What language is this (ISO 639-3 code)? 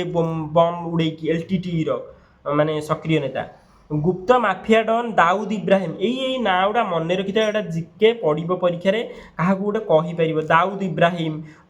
ori